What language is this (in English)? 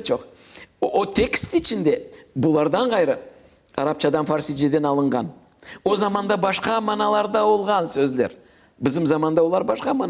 Crimean Tatar